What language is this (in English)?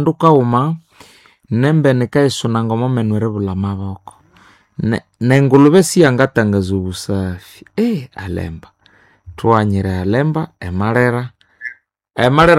Nande